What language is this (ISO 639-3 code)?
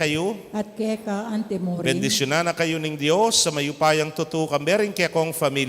pam